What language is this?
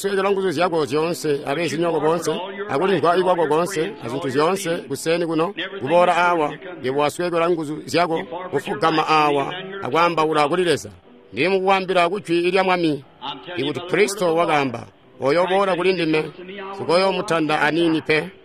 Tonga (Zambia)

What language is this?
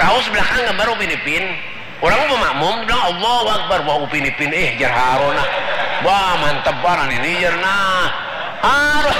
Banjar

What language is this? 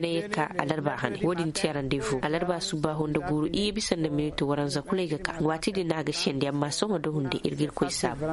Koyraboro Senni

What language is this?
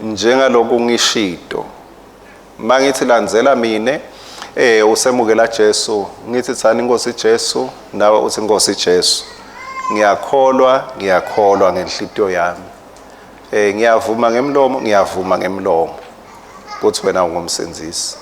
Swati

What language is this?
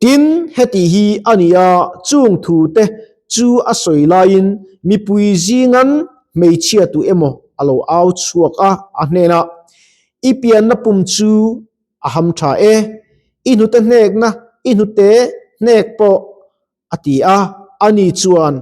Mizo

